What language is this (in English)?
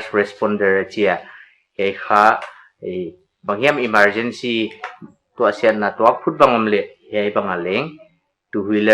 Paite Chin